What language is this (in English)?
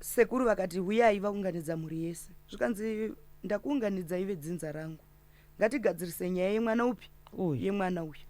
Shona